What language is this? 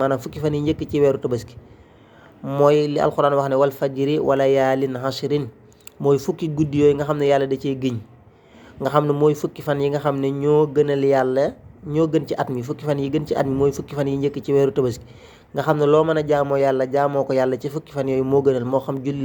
Wolof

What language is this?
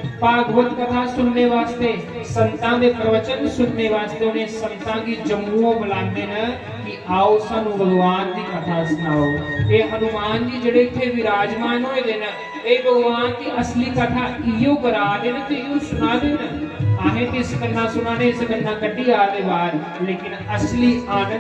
Dogri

